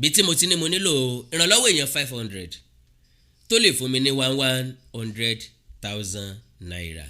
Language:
Yoruba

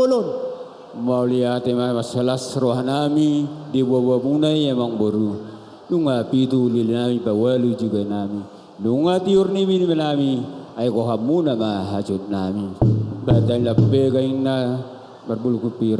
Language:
Batak Toba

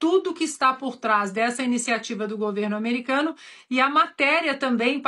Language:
Portuguese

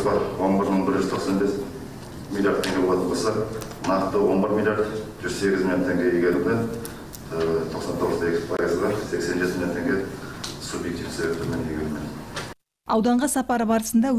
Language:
Kazakh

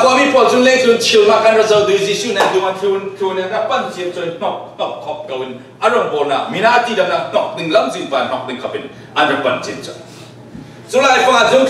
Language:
Falam Chin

